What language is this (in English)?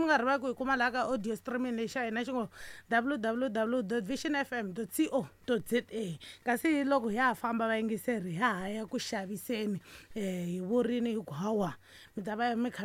Tsonga